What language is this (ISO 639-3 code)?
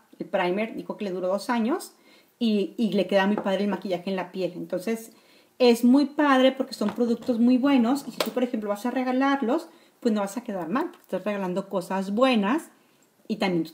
spa